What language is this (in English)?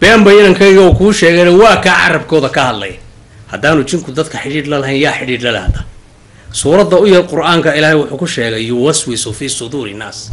Somali